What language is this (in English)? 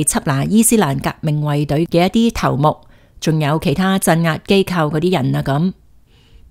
Cantonese